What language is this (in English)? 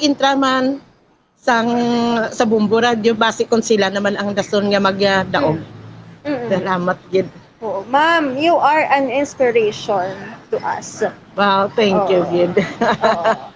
Hiligaynon